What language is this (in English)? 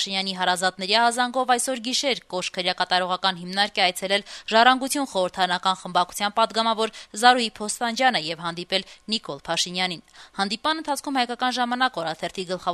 Armenian